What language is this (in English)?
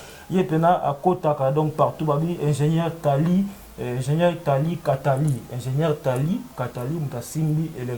Lingala